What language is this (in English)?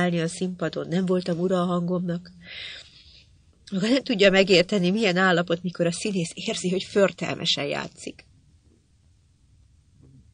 Hungarian